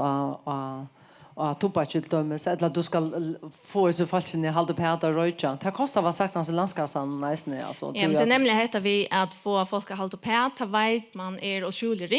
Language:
Faroese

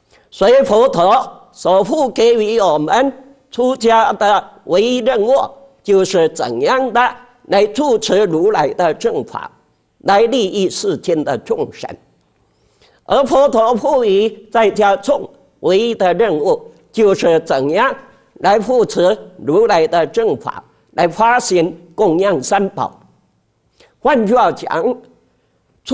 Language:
Chinese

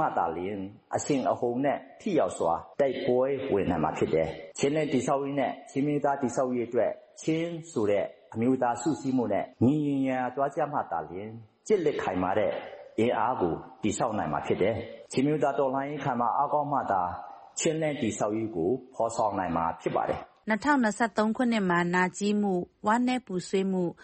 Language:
Burmese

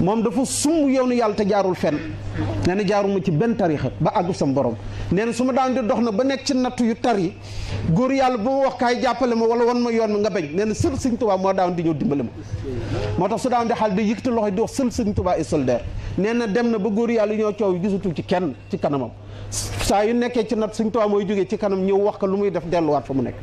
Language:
Wolof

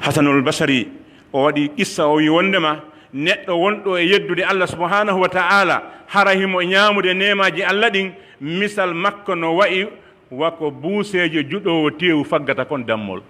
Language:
Pular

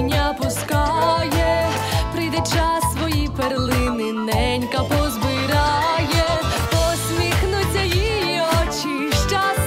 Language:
Ukrainian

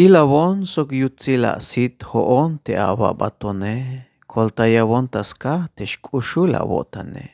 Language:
Tzeltal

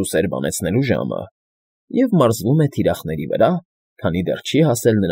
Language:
Armenian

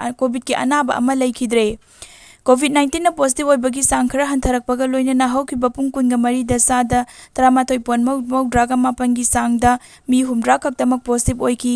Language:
Manipuri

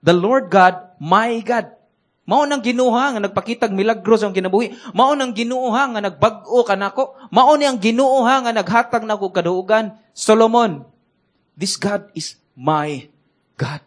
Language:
Cebuano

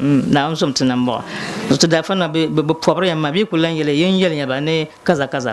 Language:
Dagbani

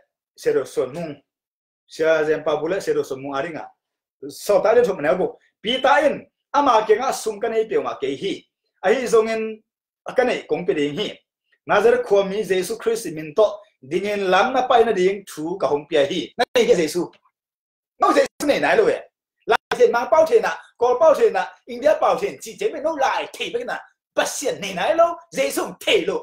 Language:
Tedim Chin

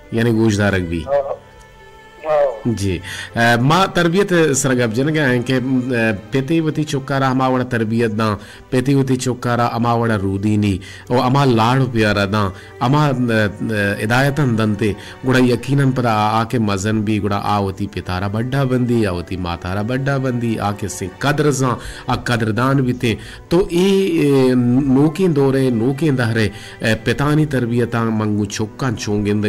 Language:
Baluchi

